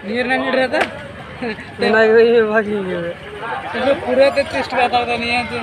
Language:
Santali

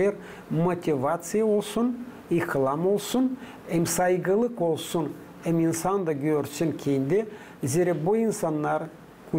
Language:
Gagauz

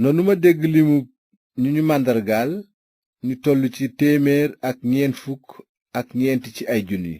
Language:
Wolof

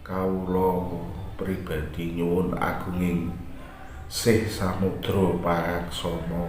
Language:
Javanese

